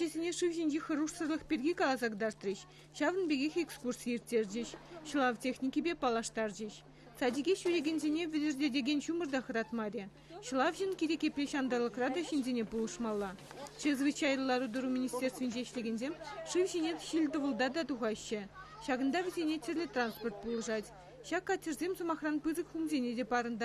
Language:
Chuvash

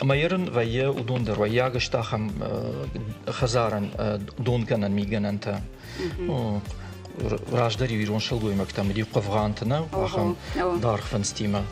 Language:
Ossetic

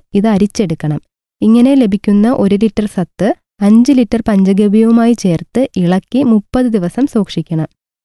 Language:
Malayalam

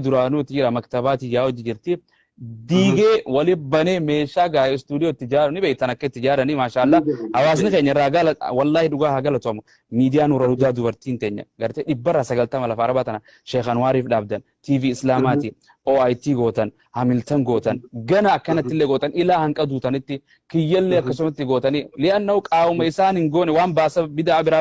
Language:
Oromo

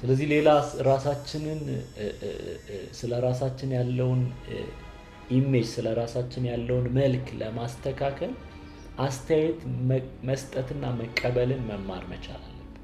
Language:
Amharic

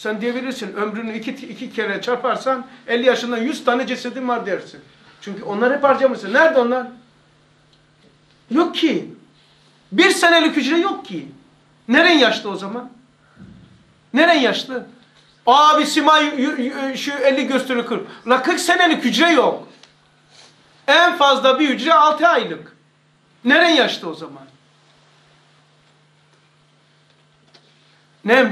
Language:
Turkish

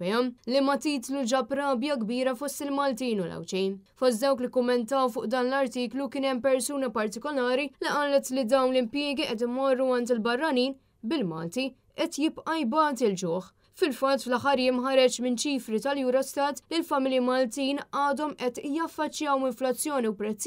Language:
Maltese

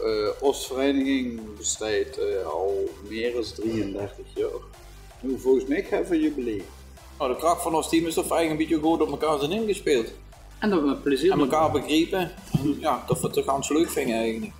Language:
Limburgish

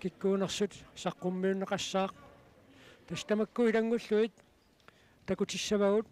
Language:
Kalaallisut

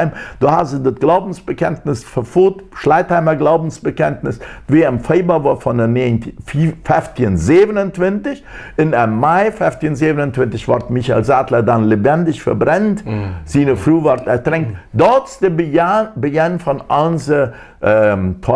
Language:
Plautdietsch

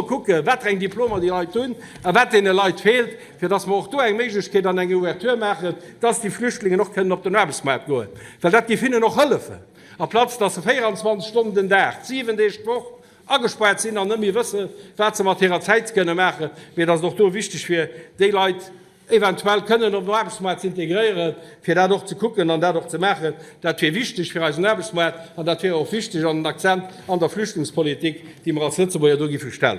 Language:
Luxembourgish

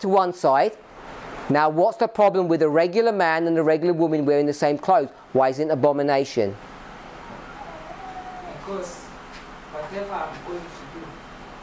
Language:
English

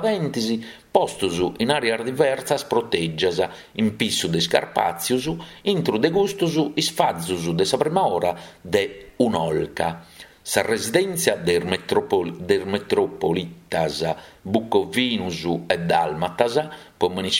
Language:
Sardinian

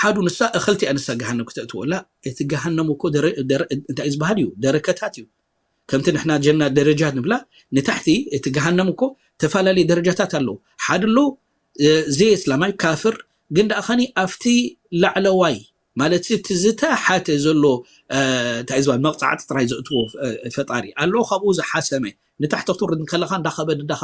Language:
Tigrinya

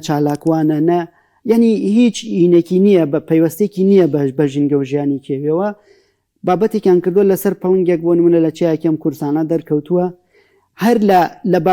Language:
Central Kurdish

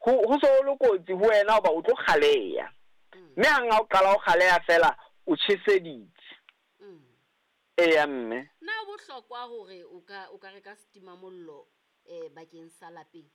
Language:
Southern Sotho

